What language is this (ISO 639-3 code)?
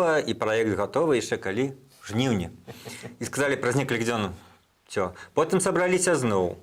bel